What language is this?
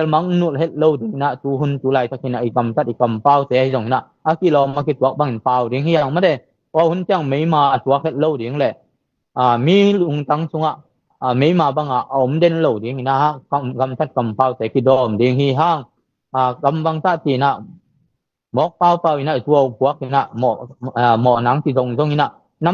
Tedim Chin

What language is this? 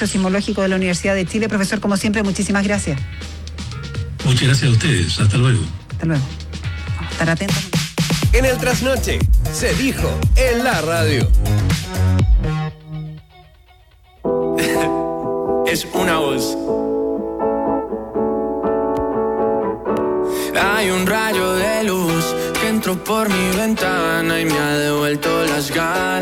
Spanish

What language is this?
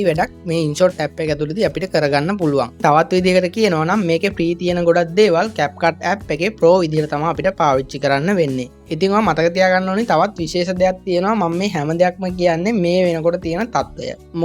Sinhala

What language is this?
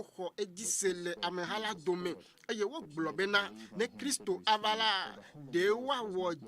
Ewe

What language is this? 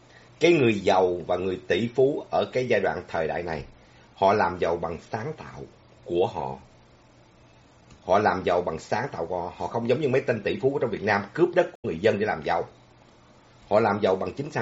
Vietnamese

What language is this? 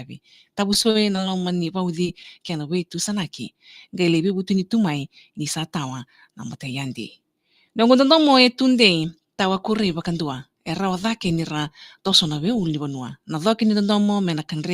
Fijian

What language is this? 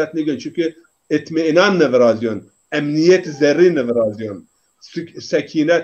Zaza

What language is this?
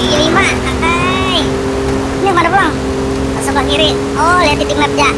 Banjar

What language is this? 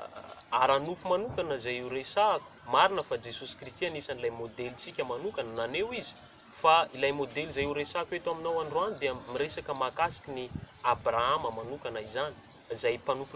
Malagasy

